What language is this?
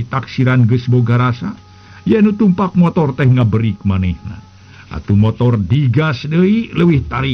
Sundanese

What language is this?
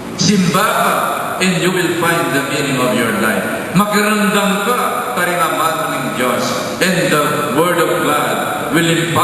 Pampanga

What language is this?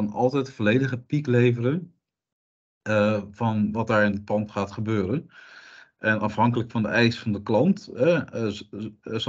Dutch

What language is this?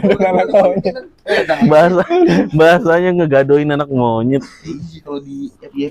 Betawi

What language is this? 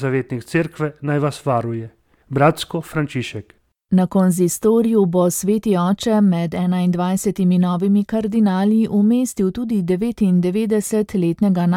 Slovenian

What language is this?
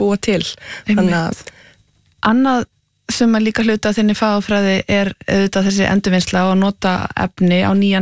Icelandic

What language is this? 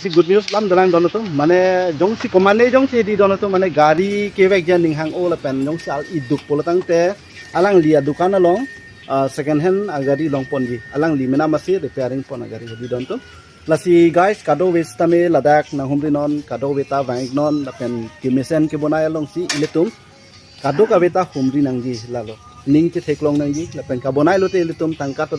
Karbi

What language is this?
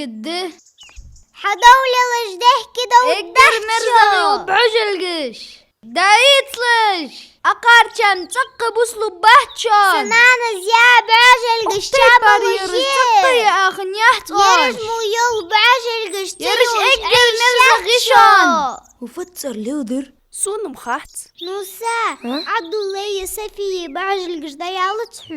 Ingush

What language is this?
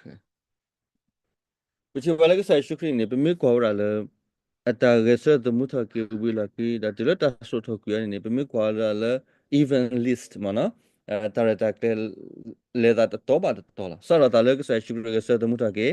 S'gaw Karen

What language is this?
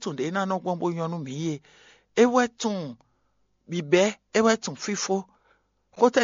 Fon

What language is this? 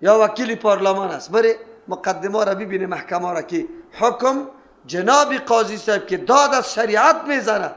Persian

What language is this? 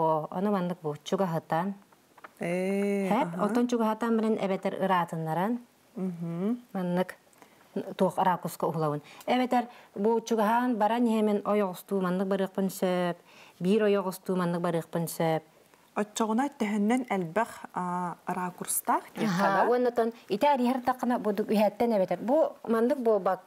Yakut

